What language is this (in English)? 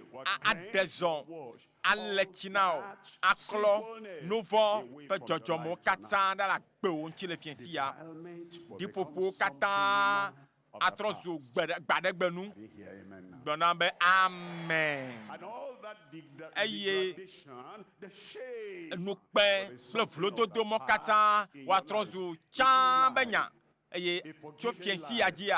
Ewe